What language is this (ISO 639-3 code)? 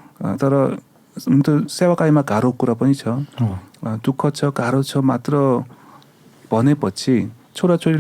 nep